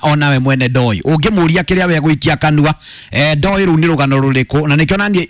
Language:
Kikuyu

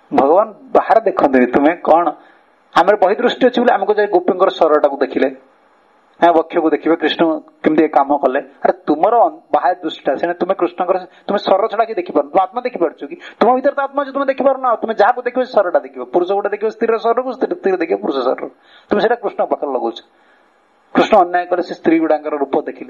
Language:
Odia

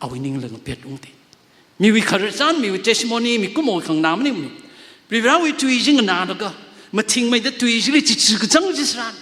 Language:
Tangkhul Naga (India)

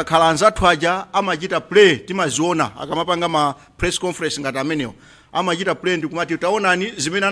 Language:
Nyanja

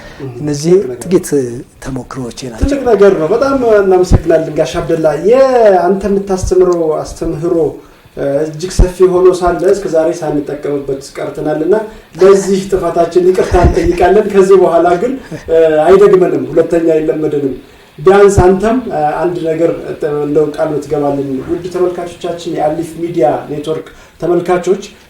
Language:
Amharic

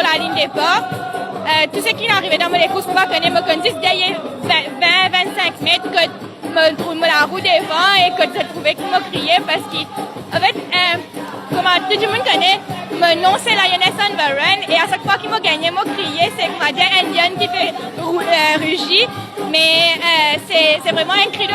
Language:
Morisyen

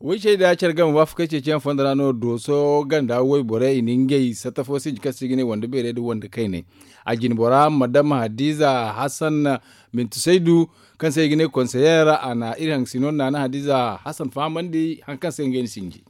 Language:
Zarma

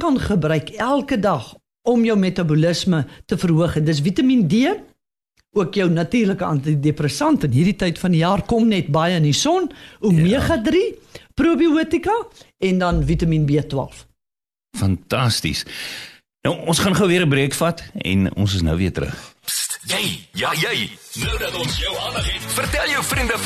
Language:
Afrikaans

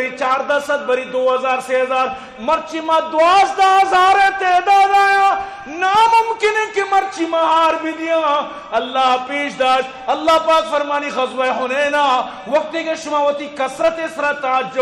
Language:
Eastern Balochi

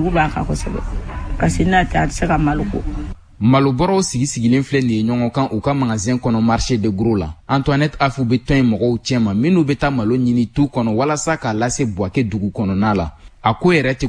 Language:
Bambara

